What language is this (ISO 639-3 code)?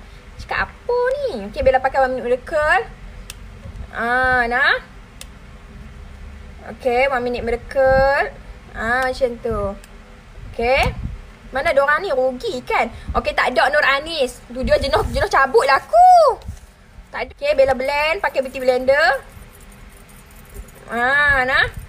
msa